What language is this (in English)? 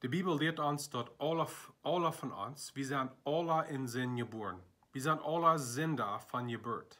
Plautdietsch